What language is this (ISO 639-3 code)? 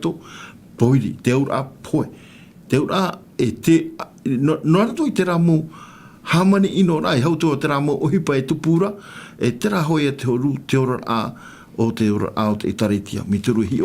tah